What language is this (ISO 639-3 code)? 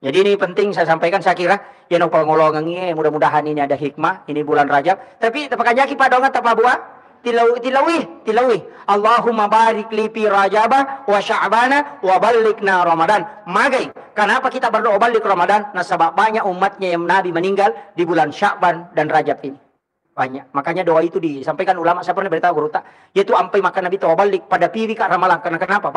bug